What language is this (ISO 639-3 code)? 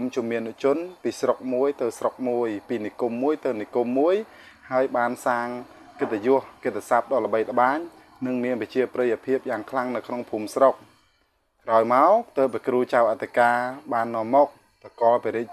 khm